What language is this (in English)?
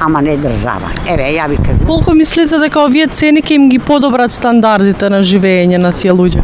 Macedonian